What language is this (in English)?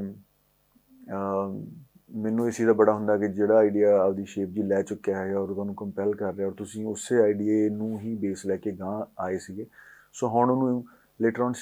Punjabi